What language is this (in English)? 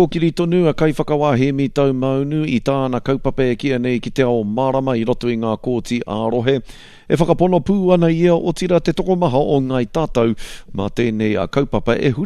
Māori